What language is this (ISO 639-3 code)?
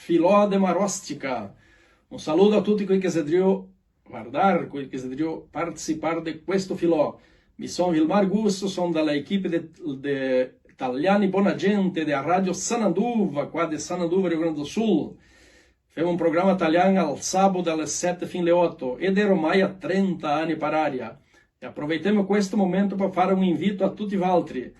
vec